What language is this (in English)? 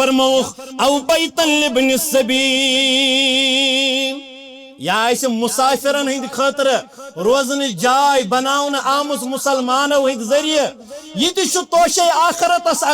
Kashmiri